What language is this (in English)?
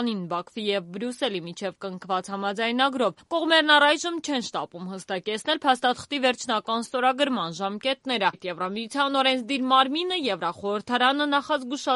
Armenian